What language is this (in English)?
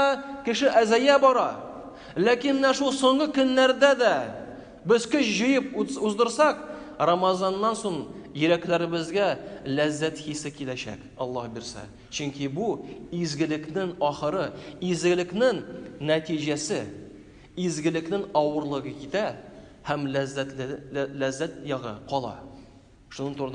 Tatar